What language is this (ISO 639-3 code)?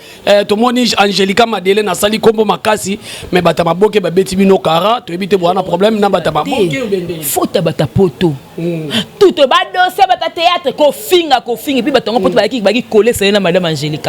lin